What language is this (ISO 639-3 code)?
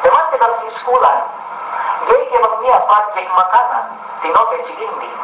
yka